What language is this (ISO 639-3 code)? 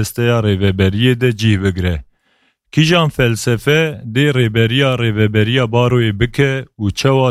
kur